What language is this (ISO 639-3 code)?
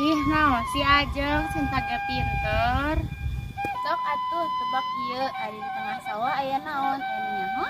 sun